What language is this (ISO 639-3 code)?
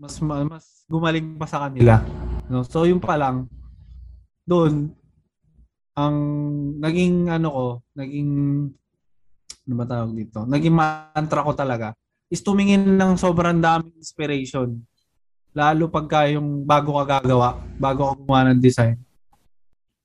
fil